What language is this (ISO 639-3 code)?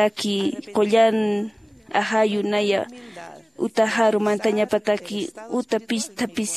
aym